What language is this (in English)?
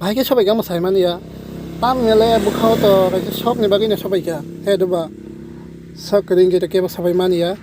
Kok Borok